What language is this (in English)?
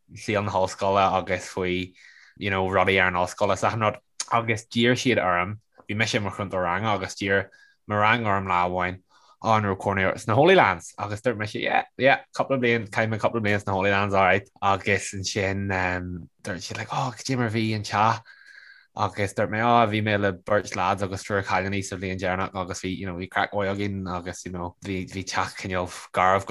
Irish